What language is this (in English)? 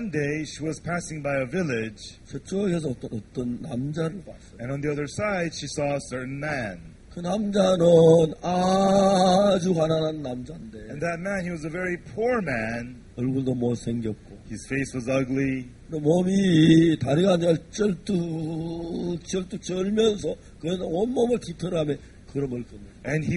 Korean